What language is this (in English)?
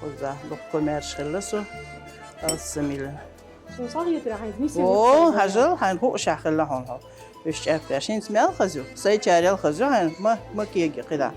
Chechen